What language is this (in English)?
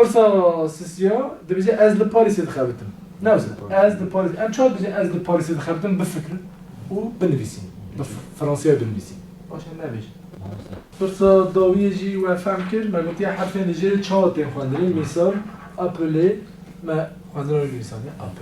Kurdish